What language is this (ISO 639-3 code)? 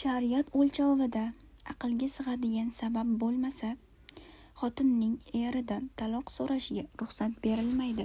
uzb